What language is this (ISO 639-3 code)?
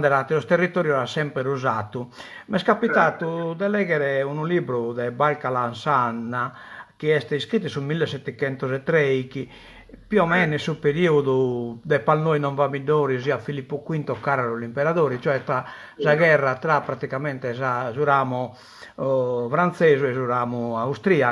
srd